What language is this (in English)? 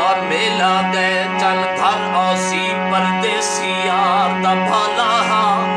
Saraiki